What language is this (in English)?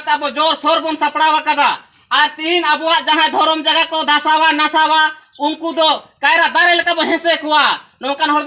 Santali